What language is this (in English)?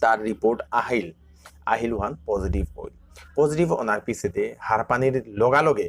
Bishnupriya